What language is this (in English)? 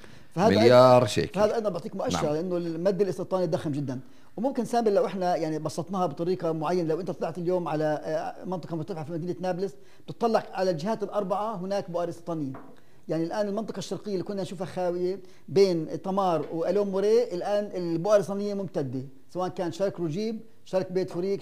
North Levantine Arabic